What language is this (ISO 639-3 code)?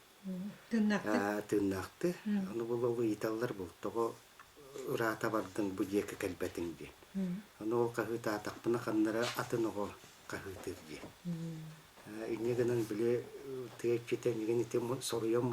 sah